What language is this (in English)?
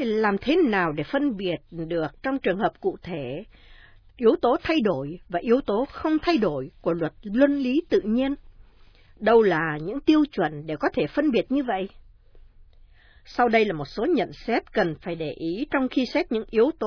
Vietnamese